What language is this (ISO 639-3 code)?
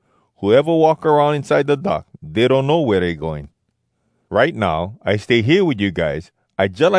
hwc